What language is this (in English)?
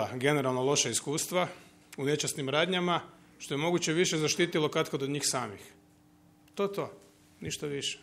Croatian